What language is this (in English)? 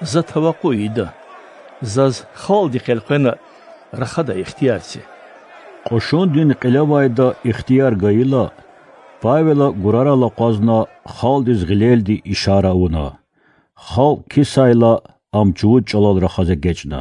Lezghian